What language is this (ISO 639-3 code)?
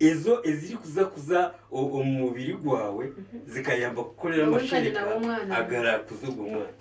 nyn